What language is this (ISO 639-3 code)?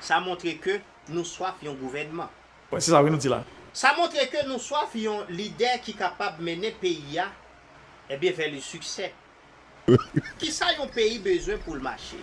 hat